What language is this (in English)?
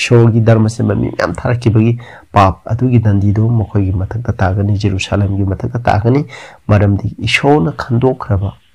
Manipuri